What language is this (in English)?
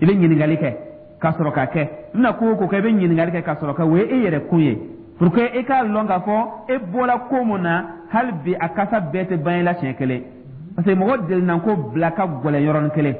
Dyula